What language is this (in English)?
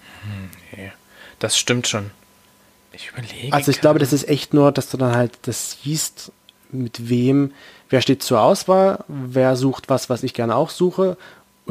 German